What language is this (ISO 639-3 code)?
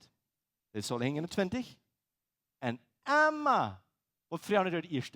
pdt